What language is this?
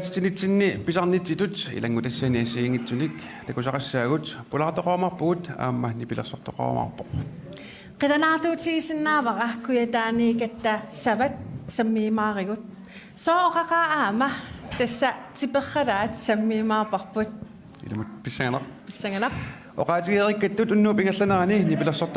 Kalaallisut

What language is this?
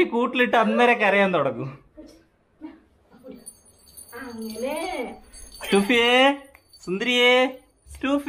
Malayalam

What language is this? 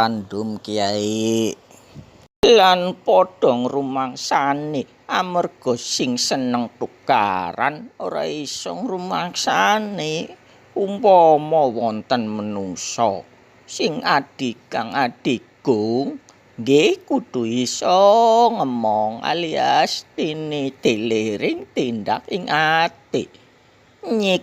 Javanese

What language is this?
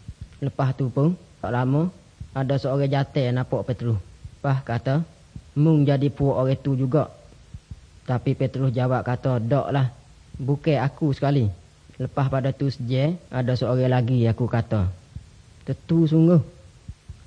Malay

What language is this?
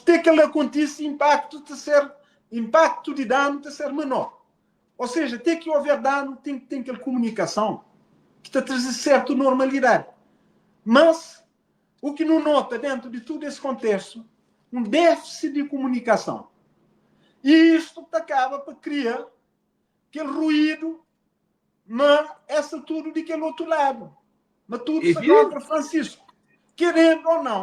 Kabuverdianu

